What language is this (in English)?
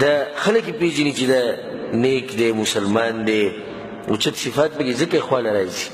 Pashto